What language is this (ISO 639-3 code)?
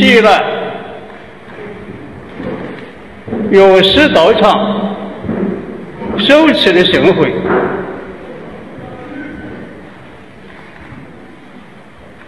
zho